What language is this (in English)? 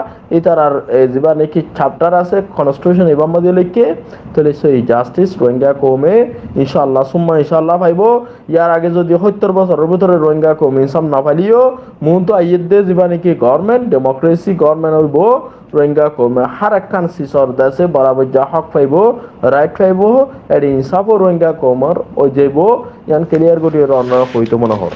Rohingya